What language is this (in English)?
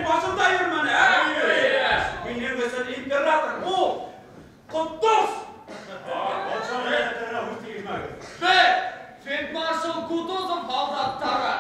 Bashkir